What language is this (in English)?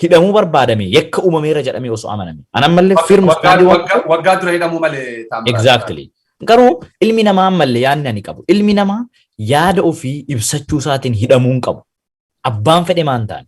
Oromo